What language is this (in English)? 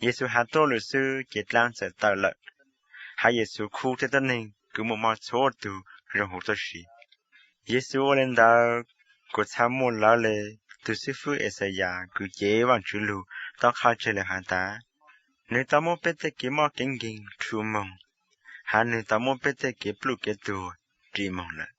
Hmong